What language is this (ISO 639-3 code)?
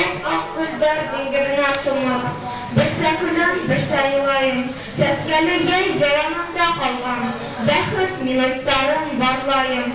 bak